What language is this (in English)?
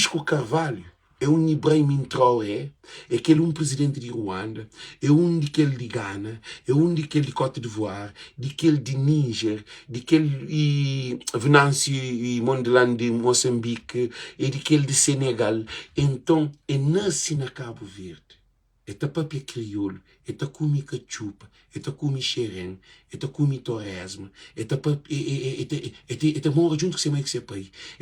Kabuverdianu